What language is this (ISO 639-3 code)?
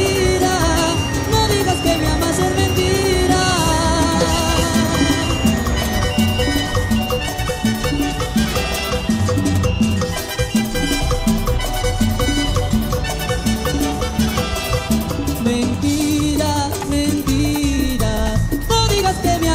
spa